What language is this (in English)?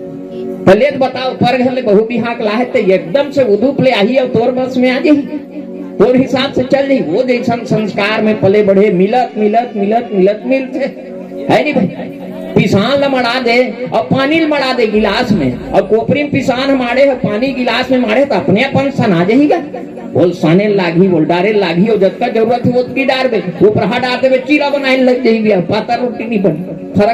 Chhattisgarhi